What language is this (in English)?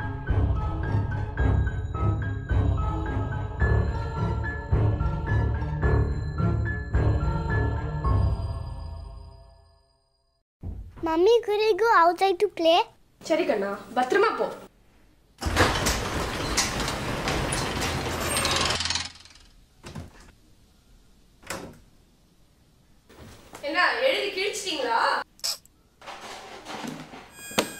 Tamil